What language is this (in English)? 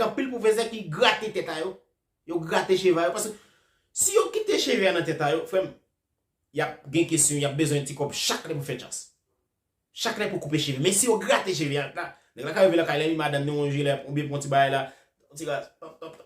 Haitian Creole